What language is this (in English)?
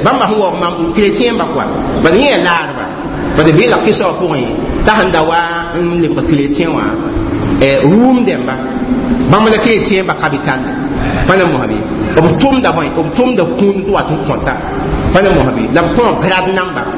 Mossi